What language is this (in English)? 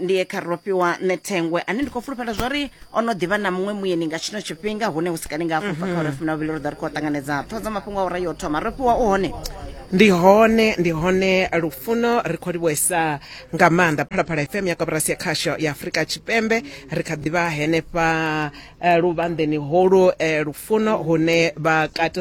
Venda